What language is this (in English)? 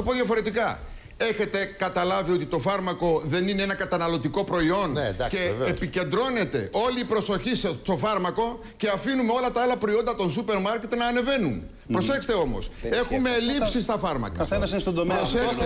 Greek